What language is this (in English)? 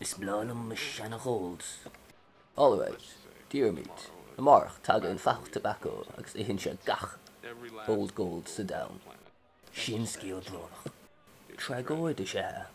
Irish